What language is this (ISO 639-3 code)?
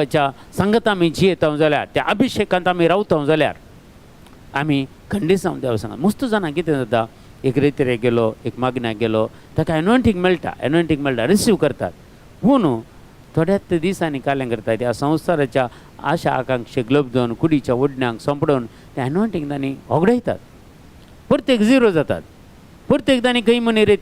kok